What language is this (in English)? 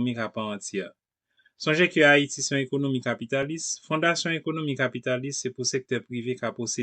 Haitian Creole